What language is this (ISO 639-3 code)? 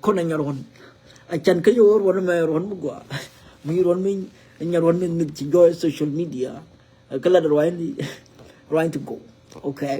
nus